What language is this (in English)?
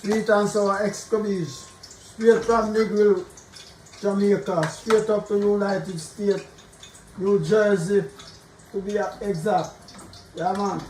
Jamaican Creole English